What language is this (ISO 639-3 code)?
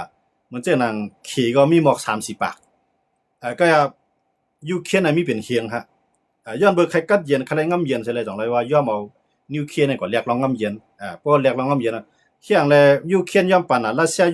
shn